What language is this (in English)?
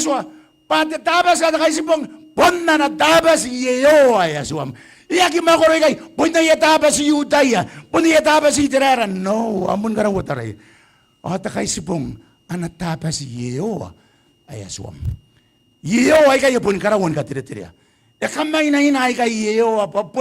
Gilbertese